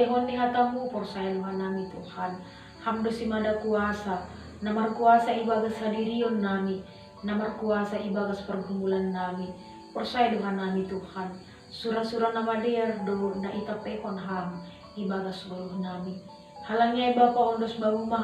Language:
Batak Simalungun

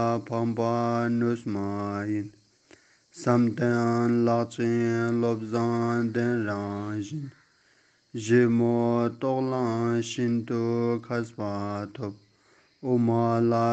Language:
Ladakhi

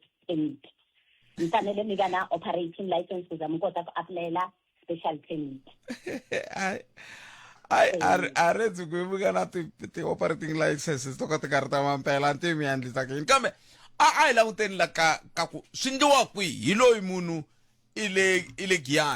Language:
Tsonga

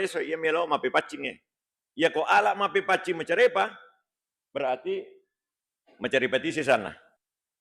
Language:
Buginese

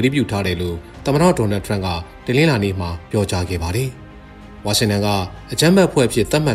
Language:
Burmese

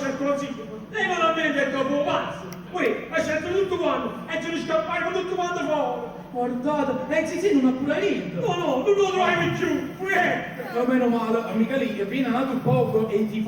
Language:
Neapolitan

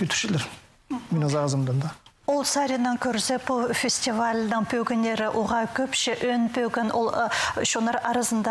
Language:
Khakas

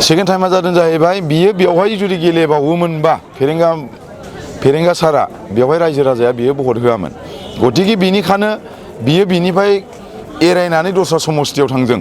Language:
Bodo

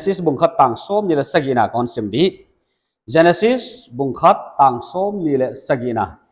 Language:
Paite Chin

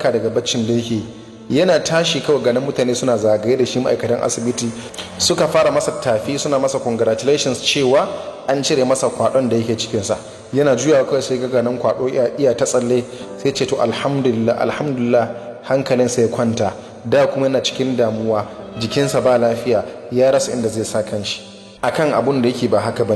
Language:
Hausa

